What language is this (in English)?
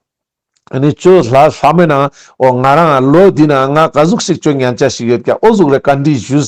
Ladakhi